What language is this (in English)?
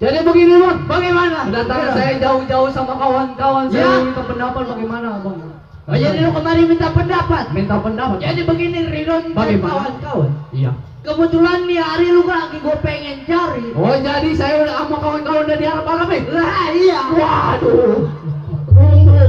Betawi